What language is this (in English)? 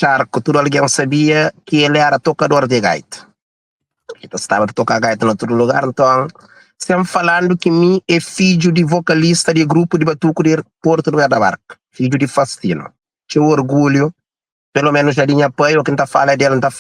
Kabuverdianu